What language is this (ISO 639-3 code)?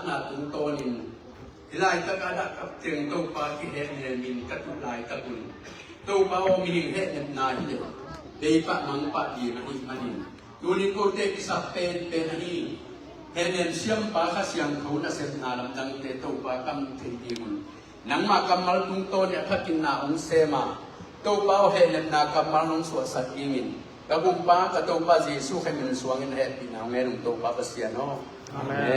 ctd